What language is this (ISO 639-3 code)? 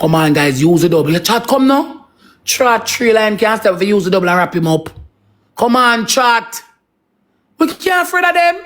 jam